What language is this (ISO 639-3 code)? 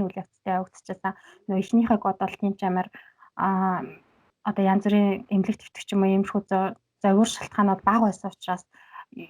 mon